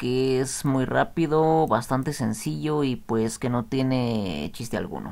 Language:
Spanish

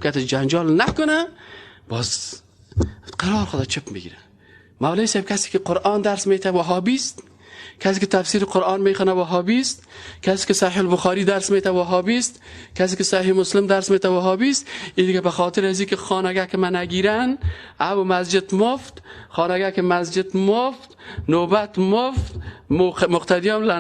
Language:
Persian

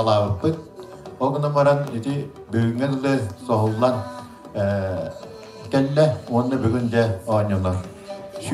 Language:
Yakut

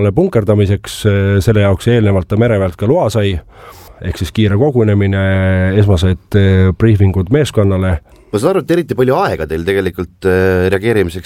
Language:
Estonian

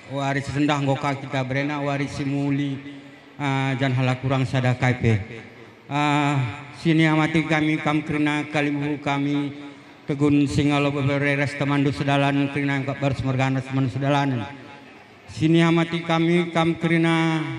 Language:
Batak Karo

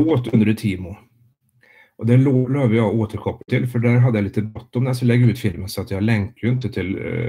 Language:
Swedish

